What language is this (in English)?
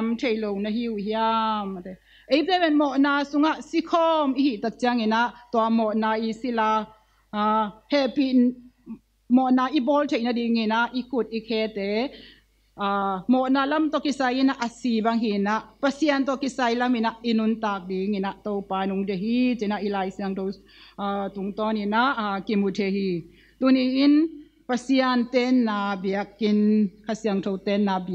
Tedim Chin